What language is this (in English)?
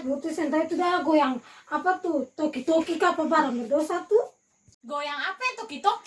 Ambonese Malay